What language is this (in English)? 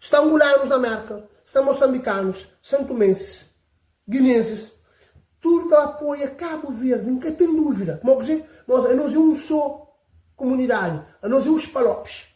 Kabuverdianu